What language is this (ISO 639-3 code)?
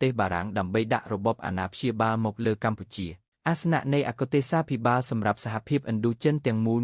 khm